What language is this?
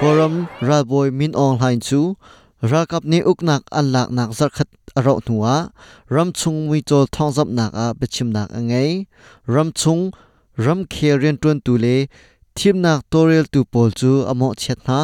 Hakha Chin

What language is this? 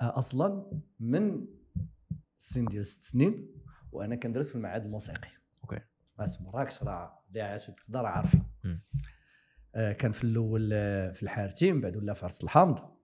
Moroccan Arabic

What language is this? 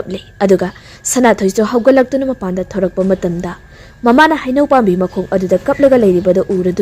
Manipuri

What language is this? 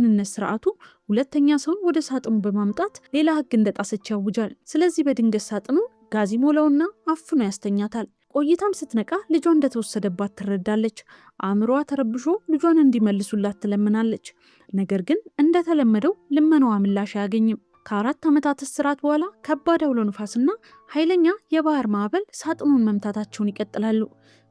Amharic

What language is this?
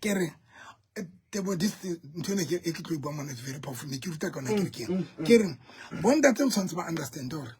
Southern Sotho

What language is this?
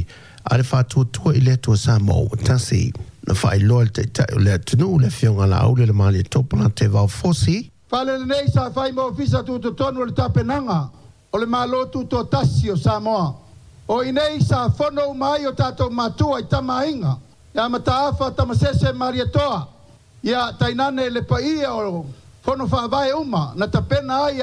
Samoan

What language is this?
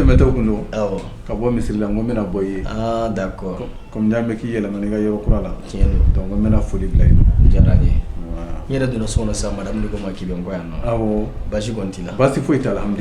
Bambara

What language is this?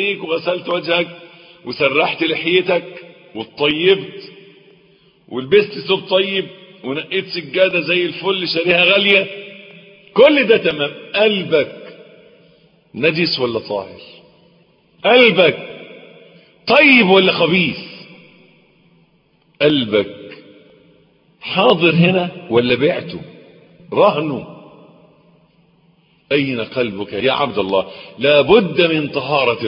Egyptian Arabic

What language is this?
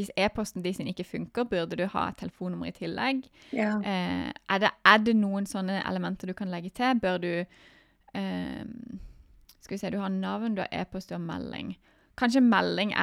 Norwegian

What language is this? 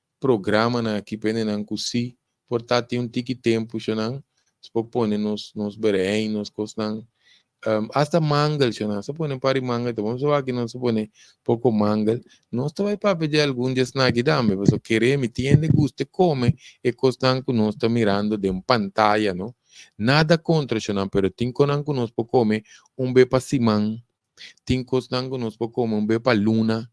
Papiamento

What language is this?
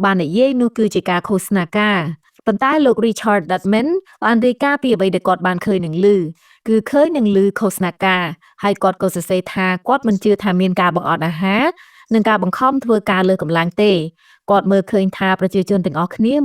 Khmer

